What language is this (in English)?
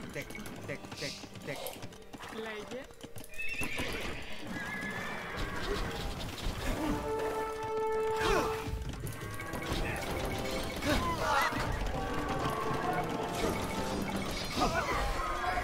Greek